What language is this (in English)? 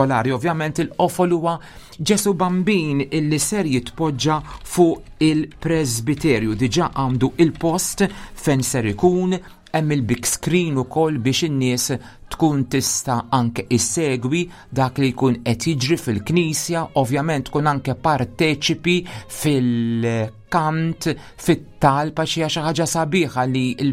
Maltese